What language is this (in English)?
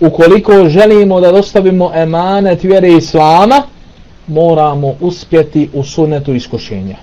Bosnian